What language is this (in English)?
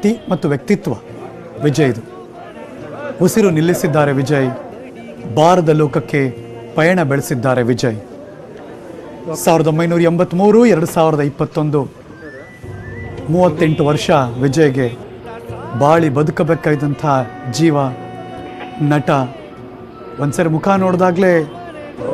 Kannada